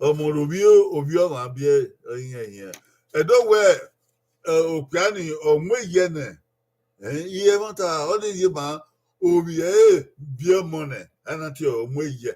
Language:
Bini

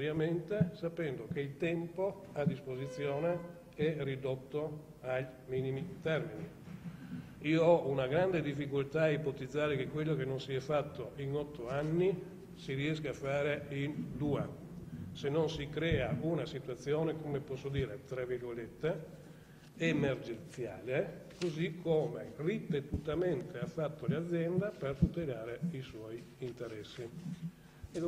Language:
Italian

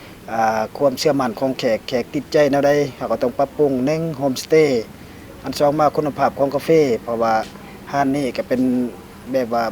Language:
Lao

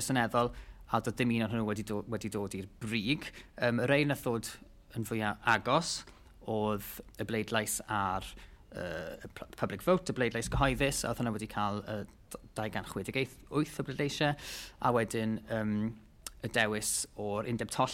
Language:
Welsh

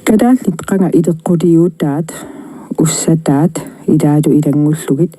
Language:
Kalaallisut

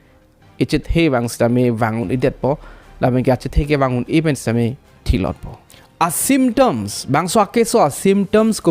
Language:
Karbi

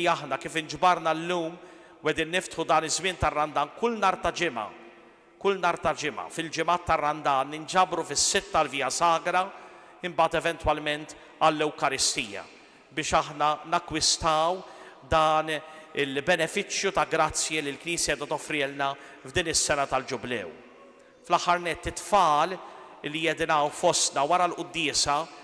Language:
Maltese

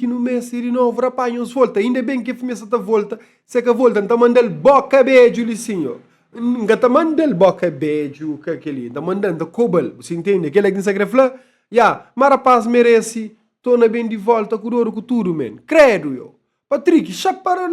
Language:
Kabuverdianu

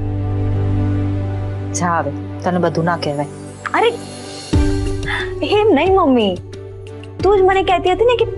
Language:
Gujarati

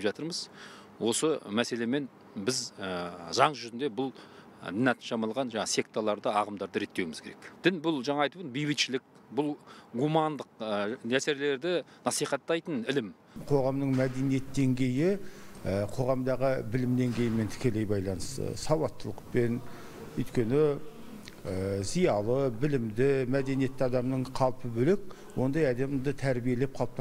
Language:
Kazakh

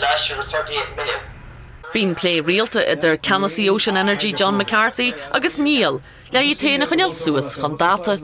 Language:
Irish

